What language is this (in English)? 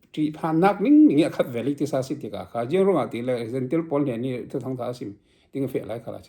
Falam Chin